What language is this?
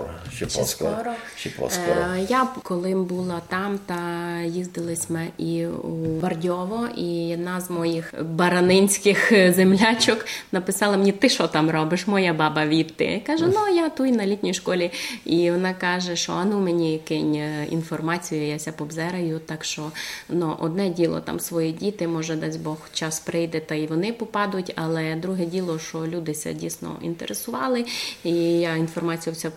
Rusyn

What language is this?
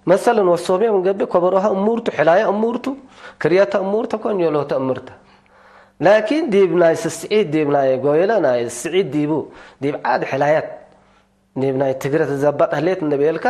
Tigre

